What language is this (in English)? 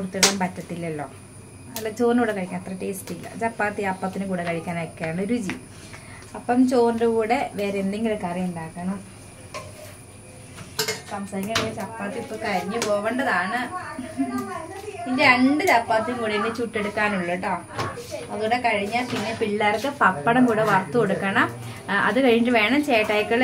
Malayalam